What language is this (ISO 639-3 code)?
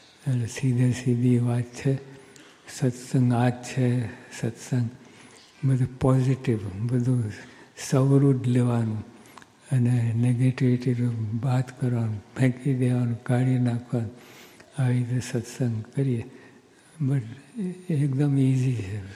guj